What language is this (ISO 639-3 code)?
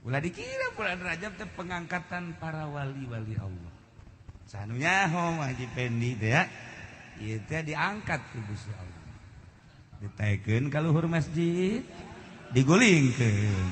sun